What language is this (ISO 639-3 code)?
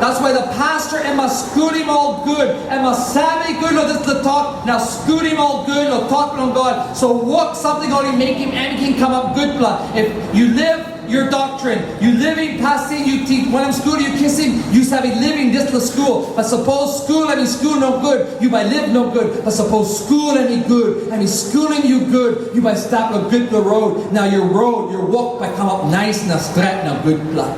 tpi